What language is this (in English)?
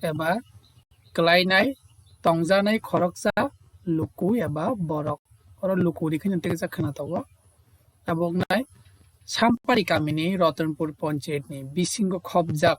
Kok Borok